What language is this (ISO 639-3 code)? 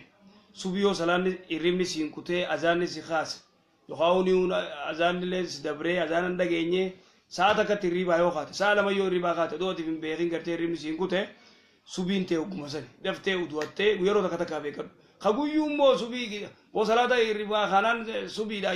orm